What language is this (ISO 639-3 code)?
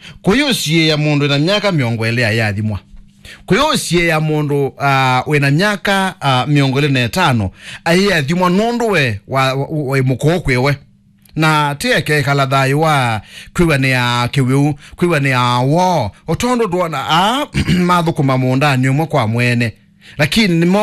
kam